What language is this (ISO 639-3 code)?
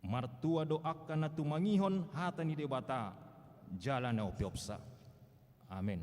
bbc